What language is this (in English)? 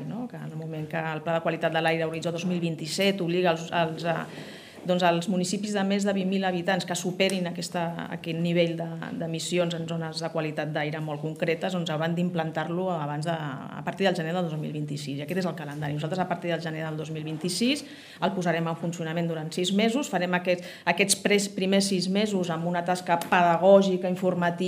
Catalan